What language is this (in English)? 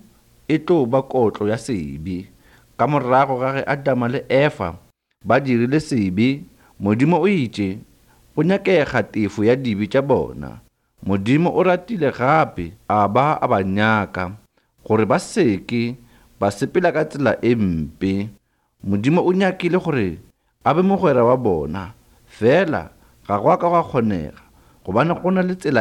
Northern Sotho